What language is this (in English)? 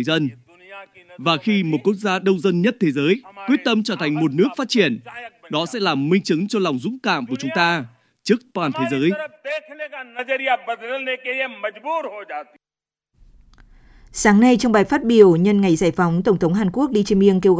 Vietnamese